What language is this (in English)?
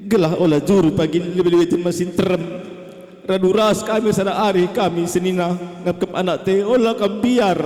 Batak Karo